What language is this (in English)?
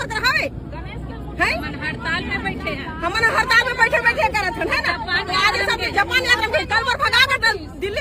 Chhattisgarhi